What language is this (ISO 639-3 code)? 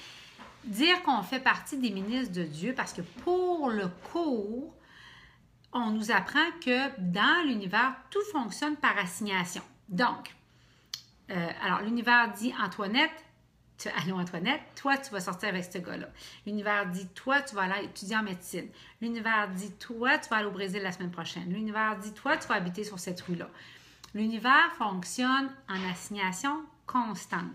fra